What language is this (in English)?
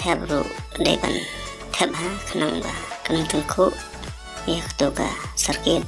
Khasi